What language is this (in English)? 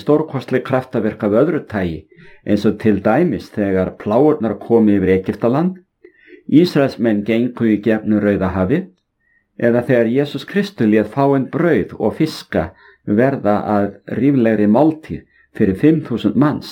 Icelandic